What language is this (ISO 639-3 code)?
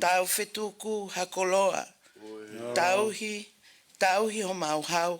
ton